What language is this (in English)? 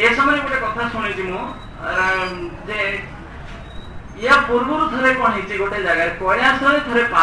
Odia